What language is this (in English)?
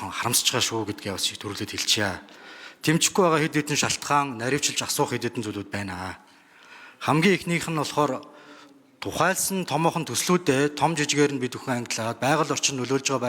Mongolian